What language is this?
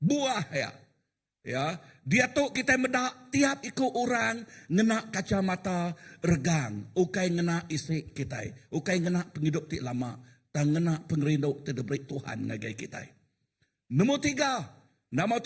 Iban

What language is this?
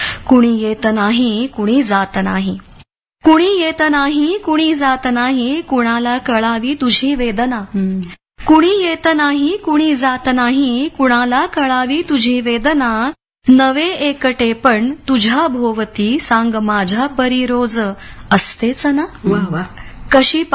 Marathi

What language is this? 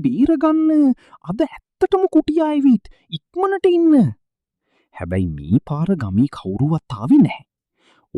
Sinhala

